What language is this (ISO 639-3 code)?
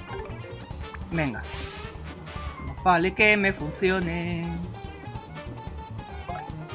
spa